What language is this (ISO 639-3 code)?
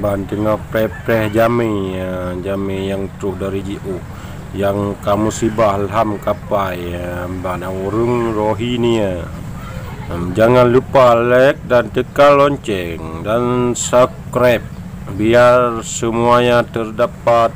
ace